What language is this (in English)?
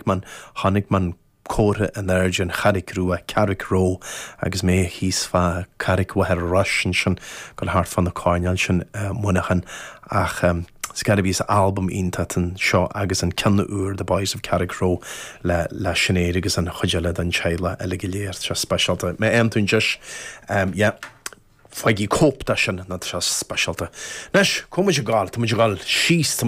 Irish